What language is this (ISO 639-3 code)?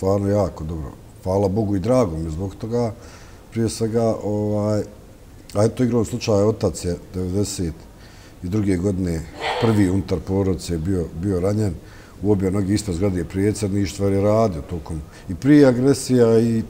bos